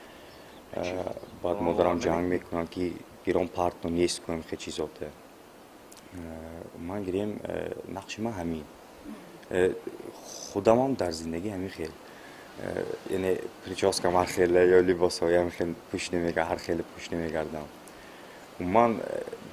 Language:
Tajik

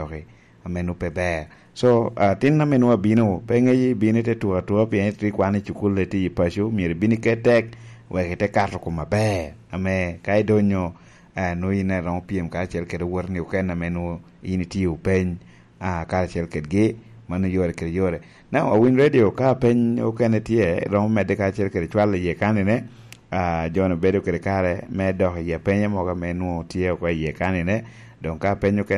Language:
Lango (Uganda)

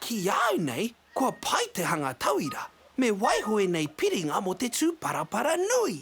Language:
Māori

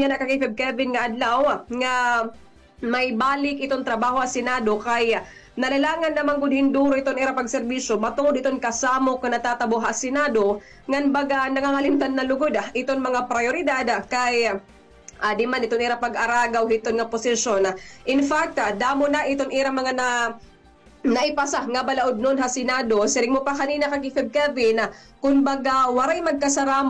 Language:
Waray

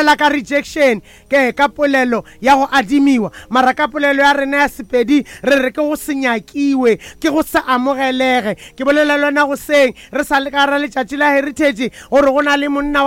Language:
Northern Sotho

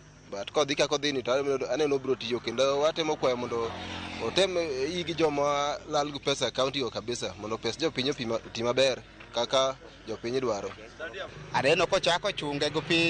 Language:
Luo (Kenya and Tanzania)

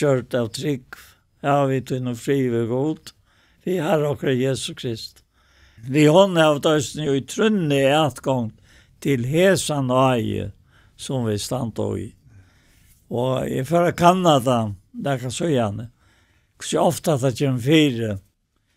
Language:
Faroese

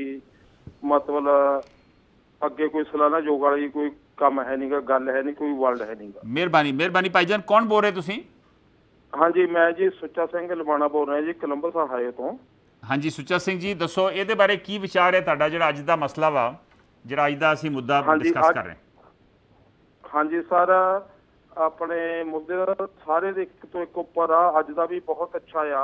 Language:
Punjabi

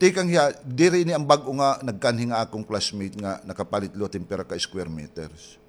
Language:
Waray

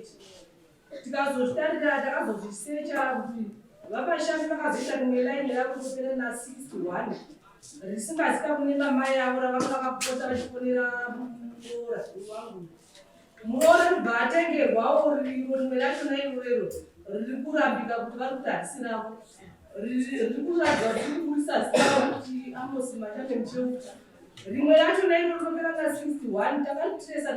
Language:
Shona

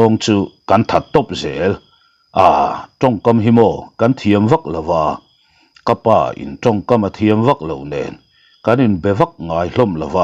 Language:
Mizo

